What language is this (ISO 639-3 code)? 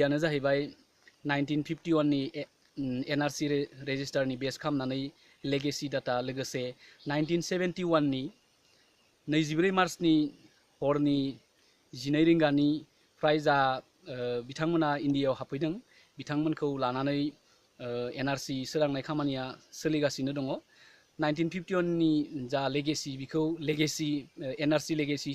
brx